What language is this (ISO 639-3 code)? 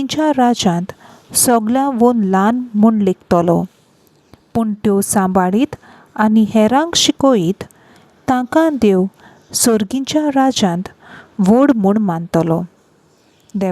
kok